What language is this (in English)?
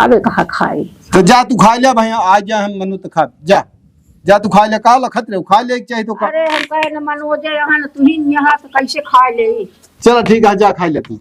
Awadhi